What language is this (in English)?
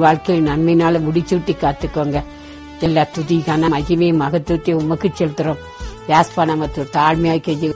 Tamil